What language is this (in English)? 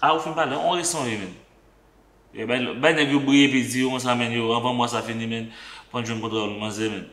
Haitian Creole